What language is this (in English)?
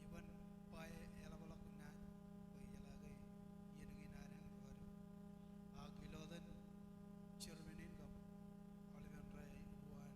Marshallese